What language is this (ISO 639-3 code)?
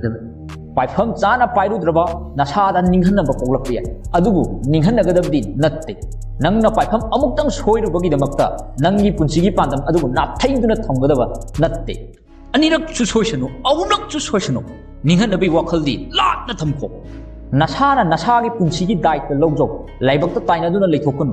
mni